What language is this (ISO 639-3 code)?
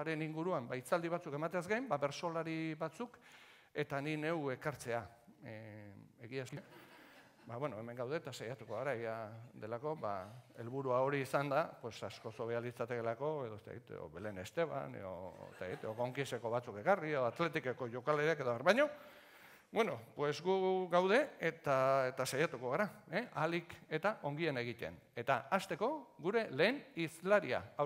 eus